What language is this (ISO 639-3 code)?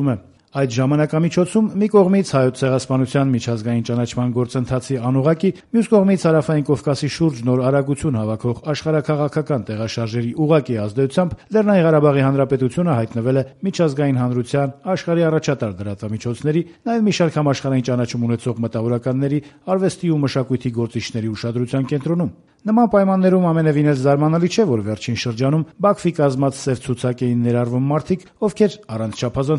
hye